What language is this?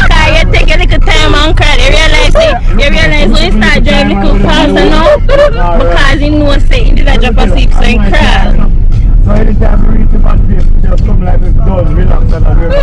Jamaican Creole English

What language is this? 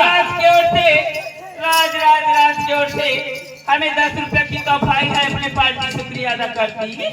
Chhattisgarhi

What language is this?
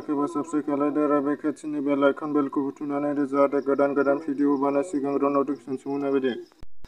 Bodo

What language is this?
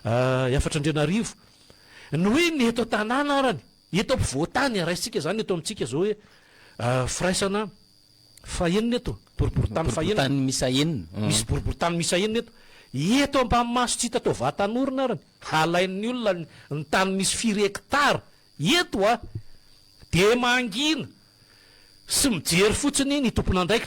Malagasy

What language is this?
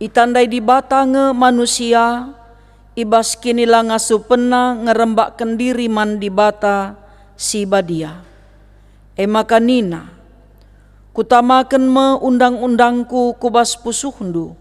Batak Karo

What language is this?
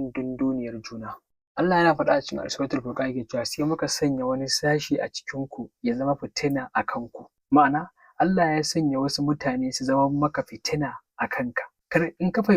Hausa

